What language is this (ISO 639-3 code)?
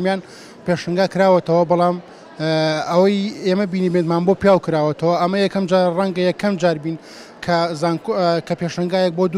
ckb